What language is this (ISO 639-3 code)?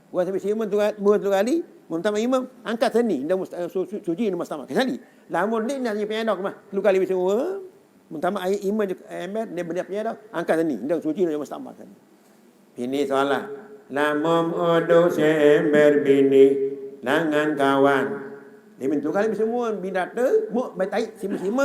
sas